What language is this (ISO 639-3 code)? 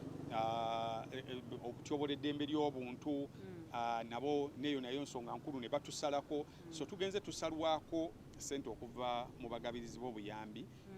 lug